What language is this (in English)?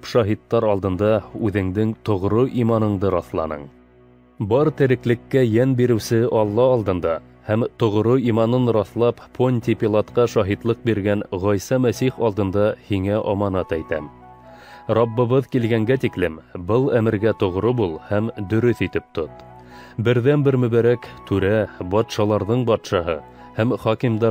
Bashkir